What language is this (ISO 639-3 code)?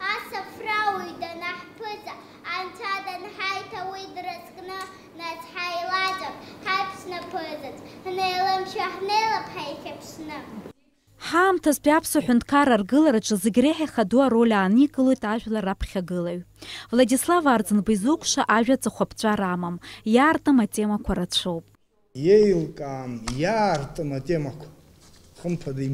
abk